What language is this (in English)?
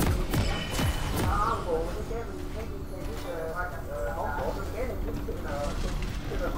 Vietnamese